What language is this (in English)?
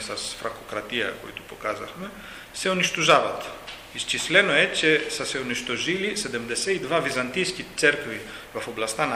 Macedonian